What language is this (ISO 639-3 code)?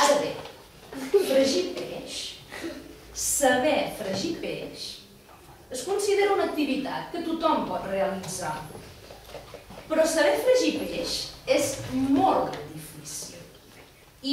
cat